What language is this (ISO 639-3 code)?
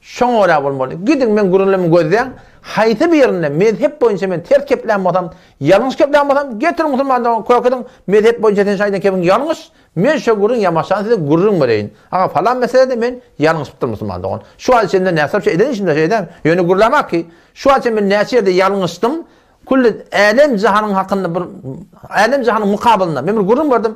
tuk